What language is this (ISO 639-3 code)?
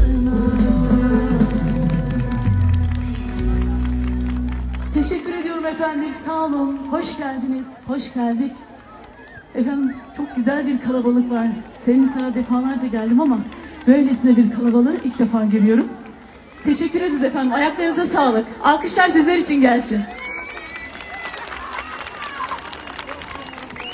tur